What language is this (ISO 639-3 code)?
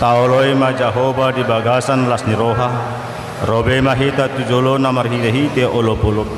bbc